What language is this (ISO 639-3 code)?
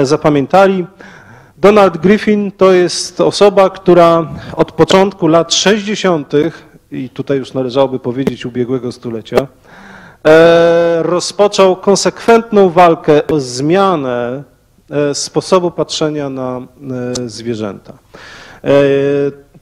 pol